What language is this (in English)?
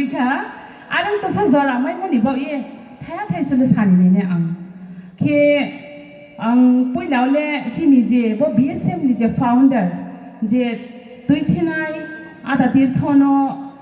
Riang (India)